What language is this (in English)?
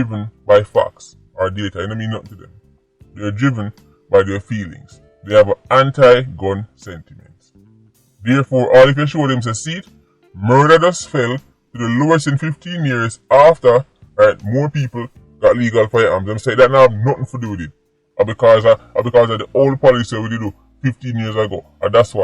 Jamaican Creole English